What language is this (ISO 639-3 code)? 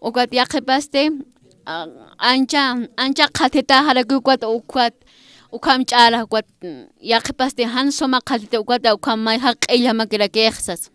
aym